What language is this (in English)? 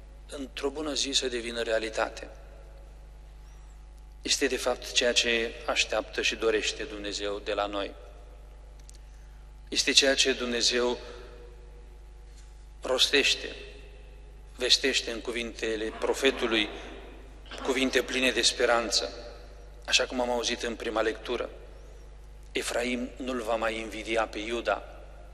Romanian